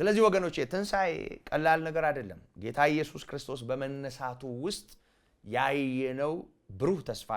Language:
Amharic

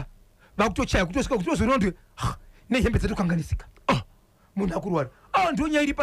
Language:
Shona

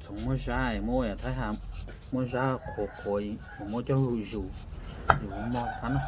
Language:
Hmong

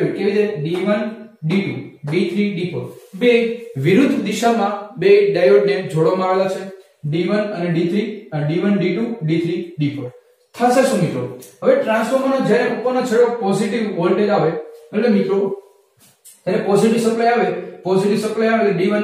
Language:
Gujarati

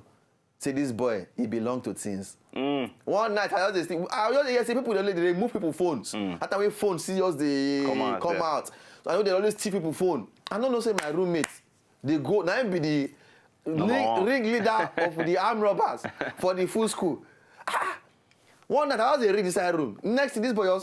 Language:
Nigerian Pidgin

